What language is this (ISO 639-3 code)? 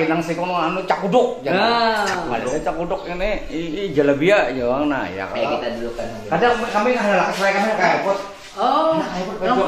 bjn